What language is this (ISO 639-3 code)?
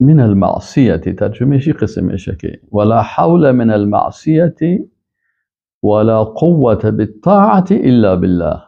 fas